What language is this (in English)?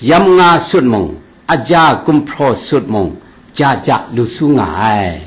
Kachin